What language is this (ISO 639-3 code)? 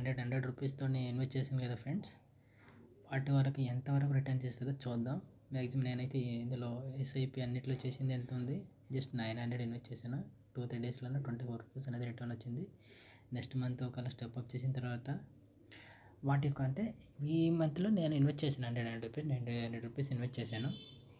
tel